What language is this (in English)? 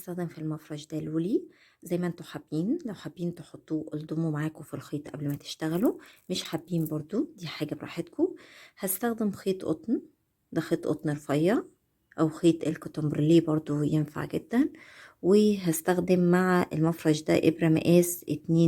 Egyptian Arabic